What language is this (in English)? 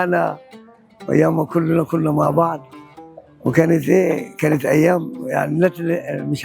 Egyptian Arabic